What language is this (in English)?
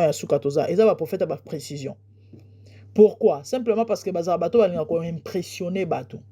Lingala